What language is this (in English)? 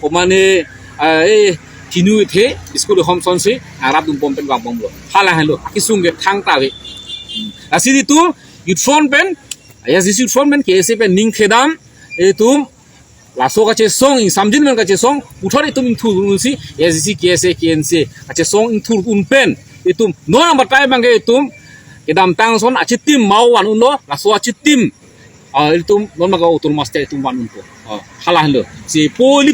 Karbi